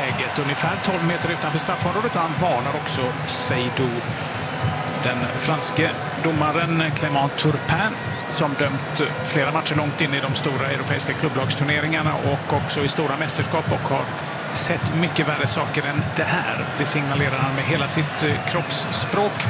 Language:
Swedish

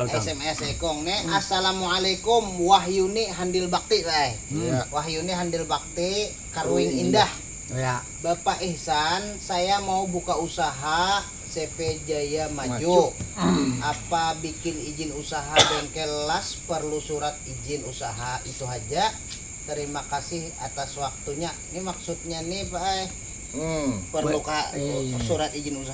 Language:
Banjar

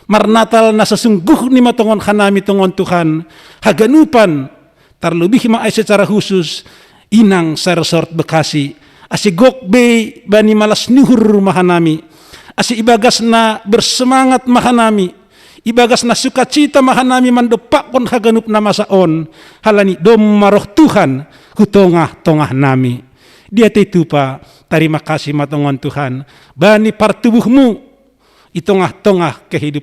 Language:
Batak Simalungun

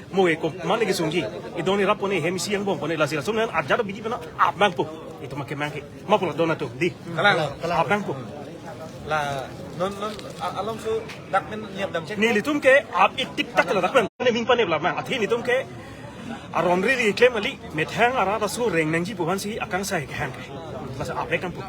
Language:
Karbi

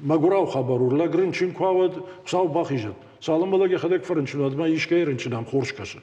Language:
Ossetic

